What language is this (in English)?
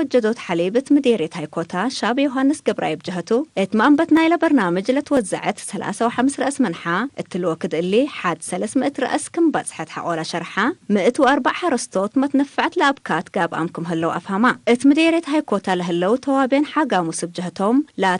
Tigre